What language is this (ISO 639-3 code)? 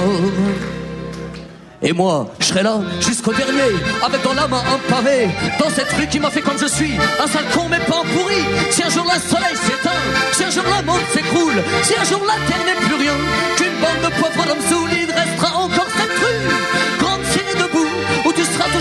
fra